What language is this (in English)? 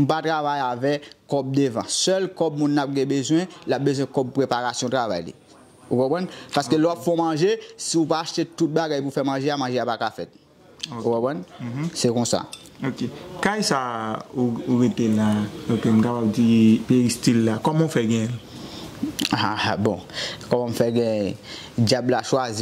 Haitian Creole